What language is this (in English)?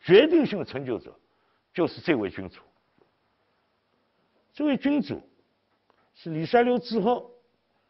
Chinese